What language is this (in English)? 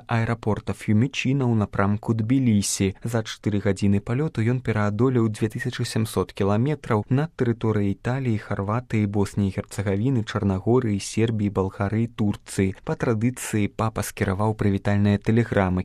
Belarusian